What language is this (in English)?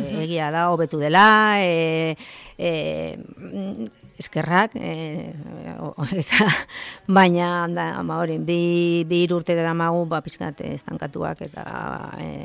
Basque